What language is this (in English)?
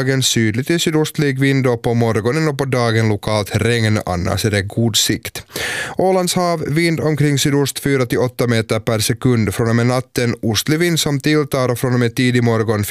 Swedish